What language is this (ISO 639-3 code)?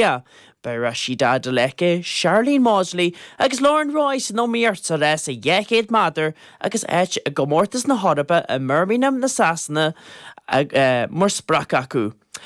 gle